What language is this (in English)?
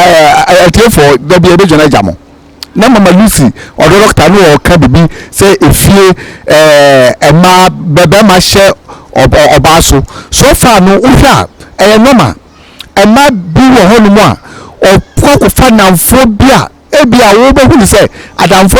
Akan